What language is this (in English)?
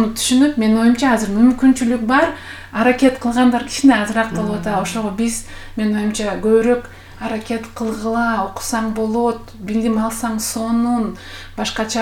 Kyrgyz